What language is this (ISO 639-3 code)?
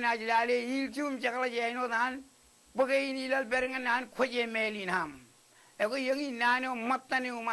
mah